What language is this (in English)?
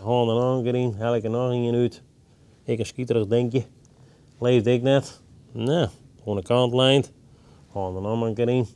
Western Frisian